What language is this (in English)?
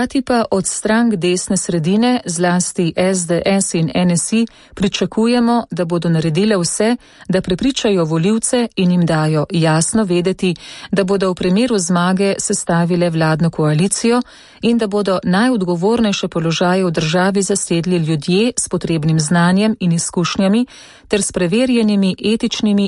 Slovenian